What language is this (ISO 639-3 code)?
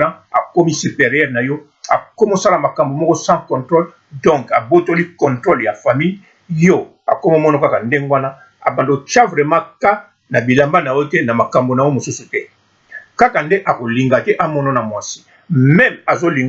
lin